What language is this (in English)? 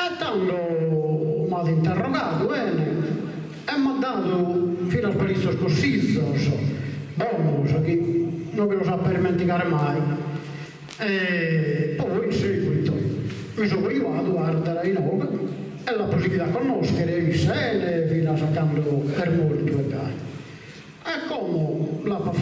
Sardinian